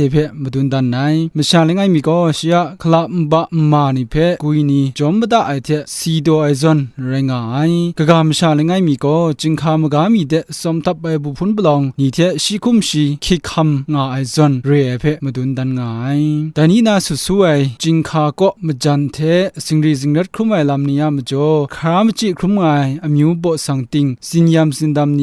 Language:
Kachin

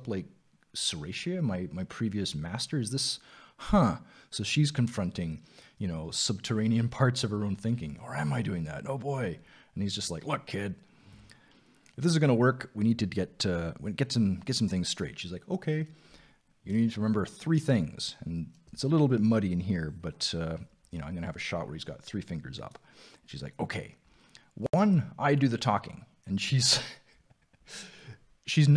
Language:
English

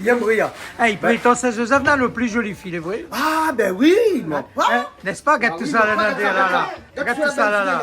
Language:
Réunion Creole French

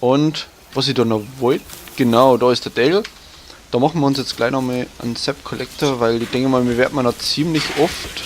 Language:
Bavarian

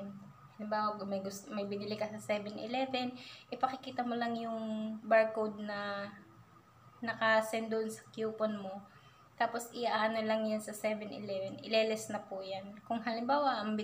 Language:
Filipino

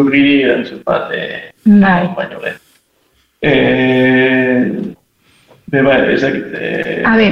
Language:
Basque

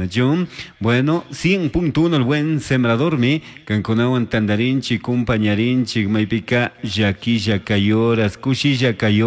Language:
Chimborazo Highland Quichua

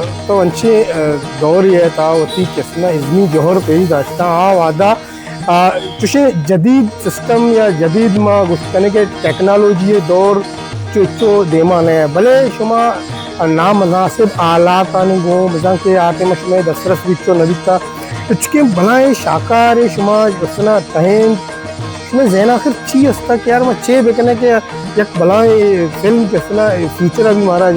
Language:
Baluchi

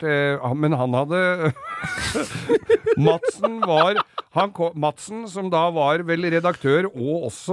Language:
Norwegian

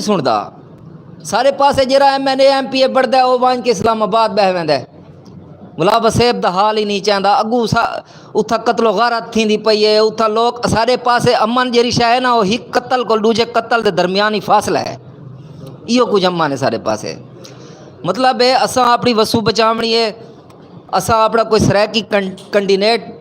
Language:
Saraiki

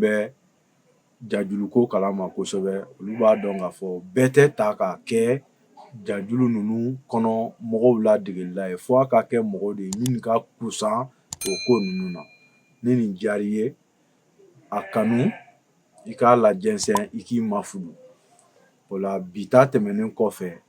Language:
Bambara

